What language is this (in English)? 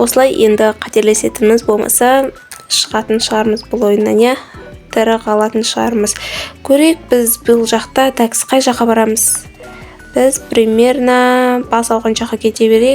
Kazakh